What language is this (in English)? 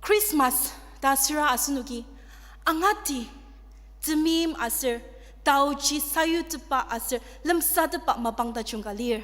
Ao Naga